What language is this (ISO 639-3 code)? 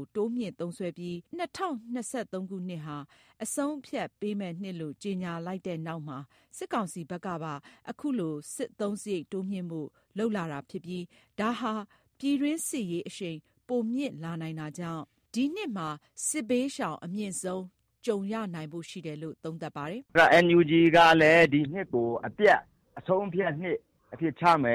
mya